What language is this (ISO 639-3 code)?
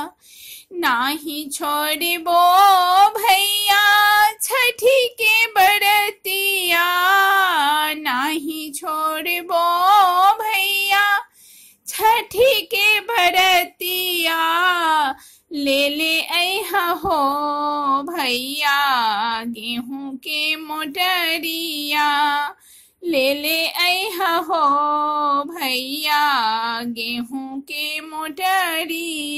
bho